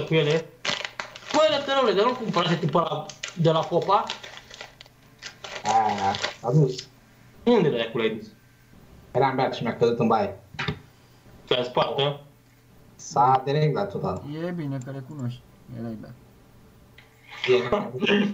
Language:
Romanian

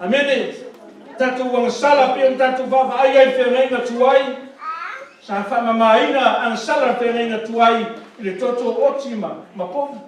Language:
Samoan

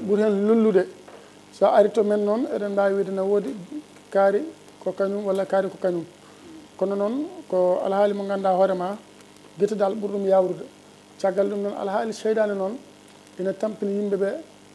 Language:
Fula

